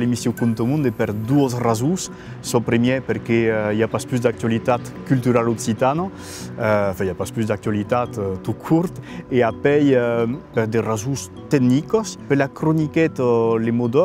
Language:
Occitan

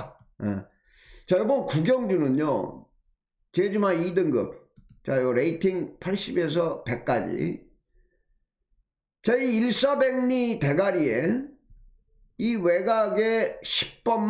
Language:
Korean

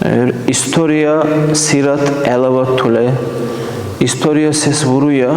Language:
Dargwa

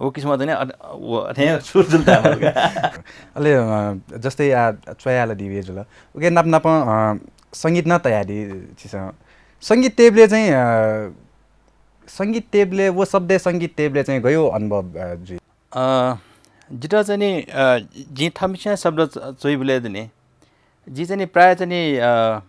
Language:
Newari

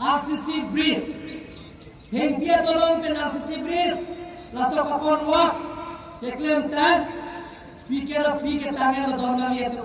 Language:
Karbi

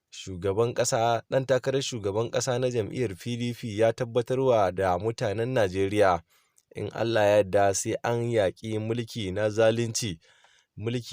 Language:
Hausa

